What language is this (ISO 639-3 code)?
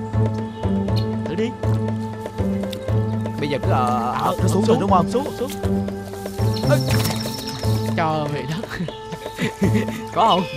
vie